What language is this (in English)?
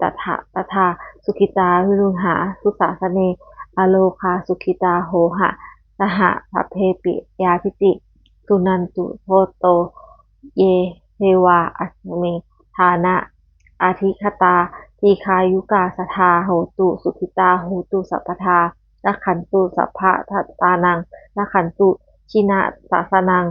Pali